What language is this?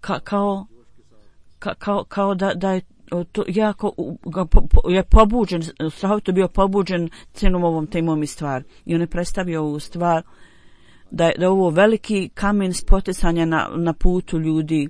Bosnian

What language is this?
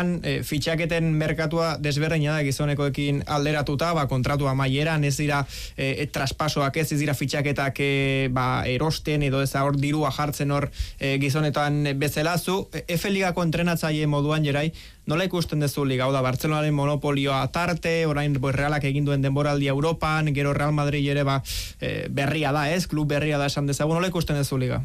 Basque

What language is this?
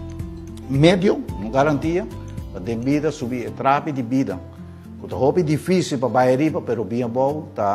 Papiamento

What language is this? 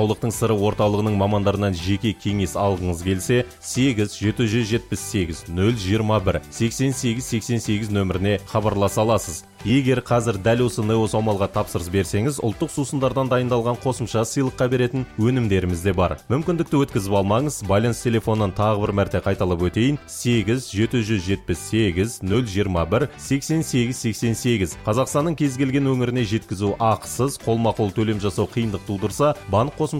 Kazakh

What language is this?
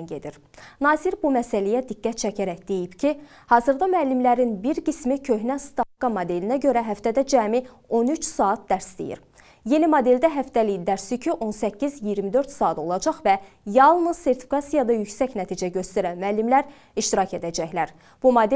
Azerbaijani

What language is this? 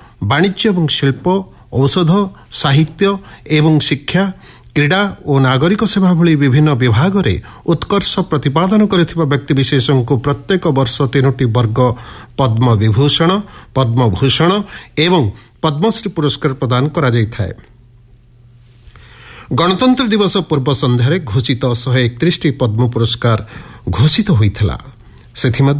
Odia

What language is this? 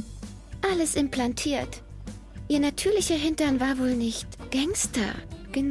Swiss German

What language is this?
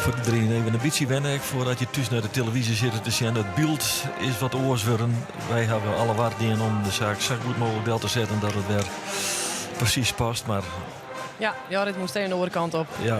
Western Frisian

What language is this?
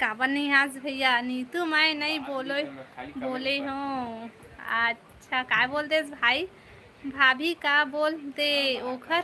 Chhattisgarhi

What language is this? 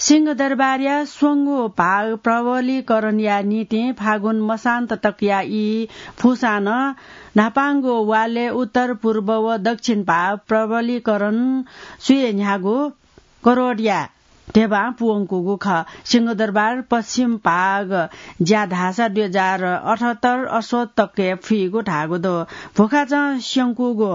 Newari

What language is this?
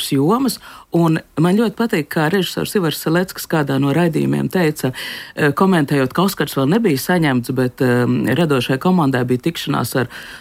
Latvian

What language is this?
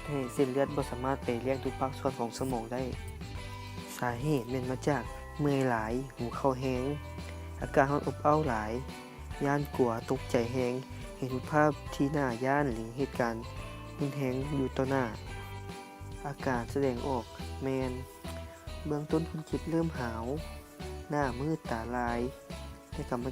Lao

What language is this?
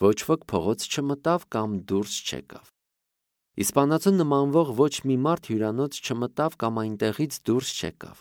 Armenian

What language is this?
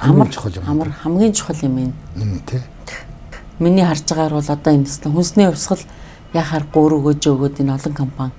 Mongolian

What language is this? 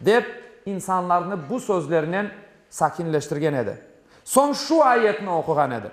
Crimean Tatar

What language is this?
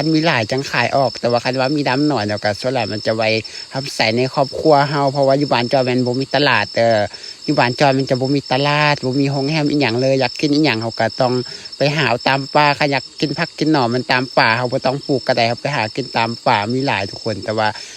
Lao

